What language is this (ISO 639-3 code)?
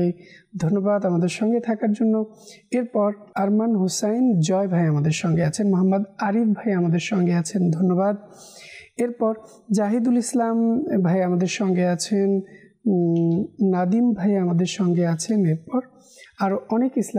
ben